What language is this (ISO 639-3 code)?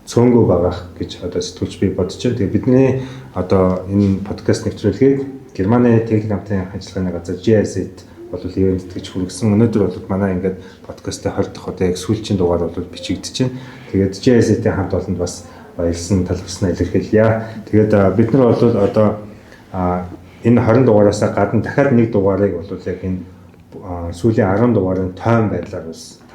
mon